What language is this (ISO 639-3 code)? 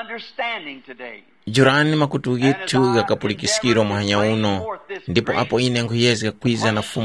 tum